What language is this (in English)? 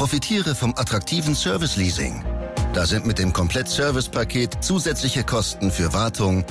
German